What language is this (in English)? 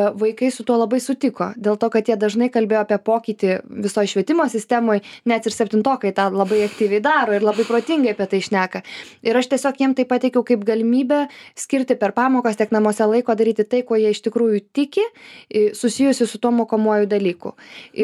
Lithuanian